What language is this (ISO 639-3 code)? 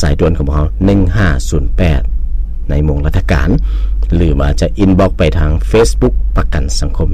lao